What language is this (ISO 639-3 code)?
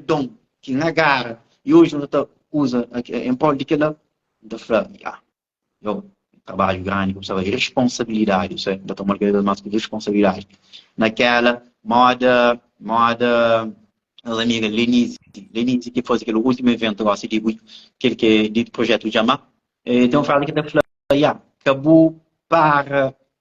kea